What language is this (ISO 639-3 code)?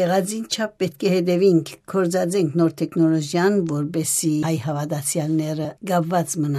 hye